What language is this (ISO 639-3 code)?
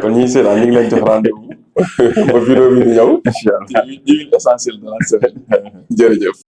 wol